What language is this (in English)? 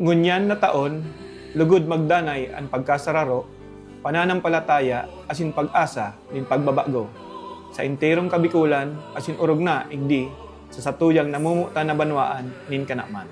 Bikol